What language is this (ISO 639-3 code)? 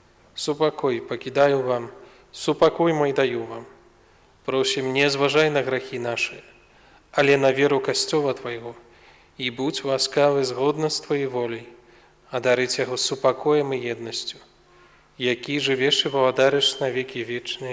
bel